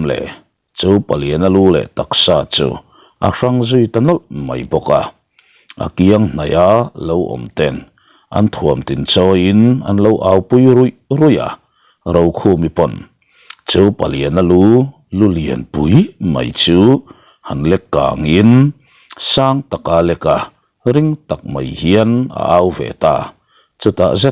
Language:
Mizo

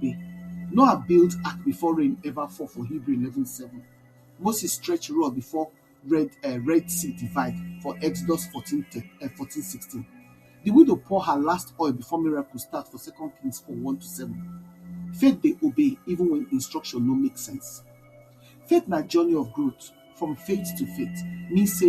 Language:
Nigerian Pidgin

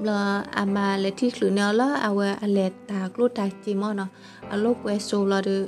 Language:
S'gaw Karen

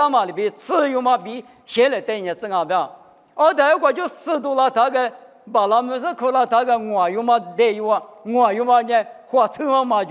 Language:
Lisu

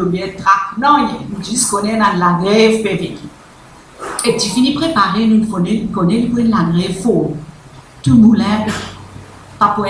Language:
Morisyen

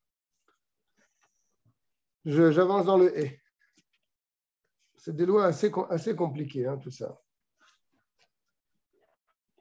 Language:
French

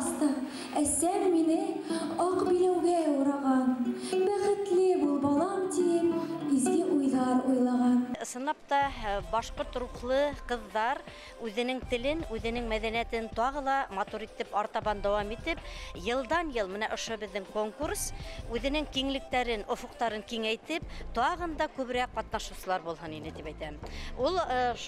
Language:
Bashkir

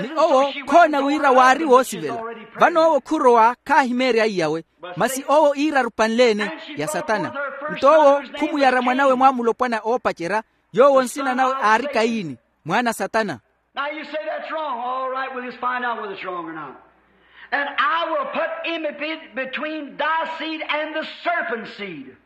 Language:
Makhuwa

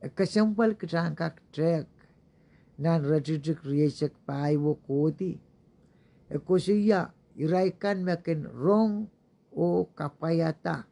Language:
Pohnpeian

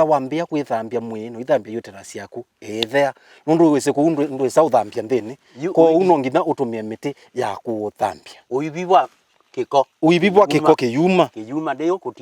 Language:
Kamba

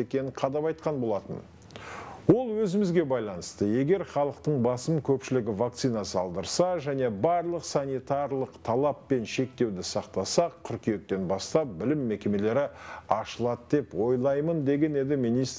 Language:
Kazakh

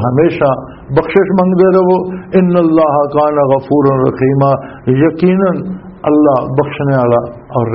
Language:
Western Panjabi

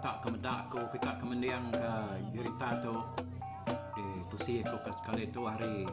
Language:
Iban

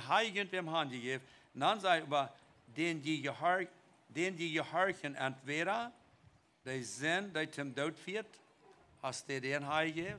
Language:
Plautdietsch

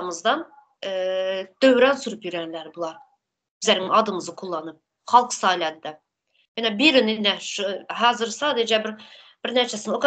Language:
Turkmen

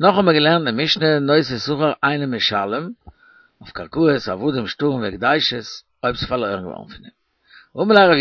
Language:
Yiddish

